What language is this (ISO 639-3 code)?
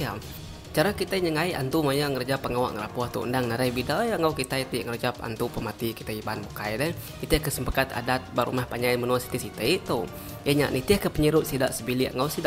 iba